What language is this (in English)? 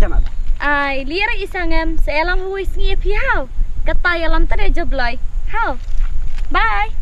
Khasi